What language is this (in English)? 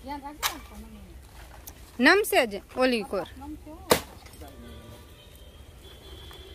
Gujarati